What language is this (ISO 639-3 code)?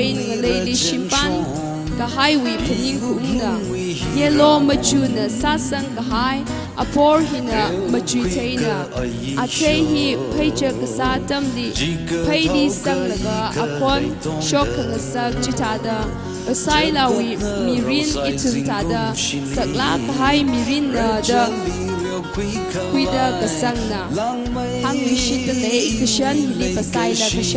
nmf